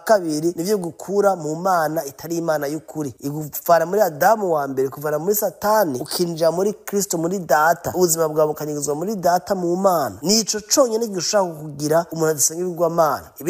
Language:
Rundi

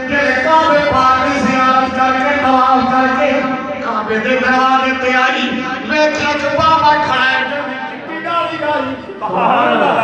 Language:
Saraiki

